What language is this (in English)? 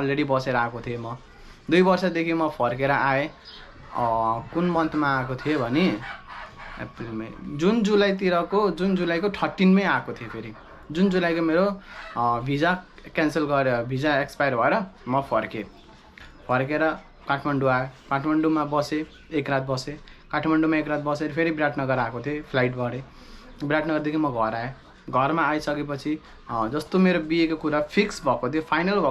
Nepali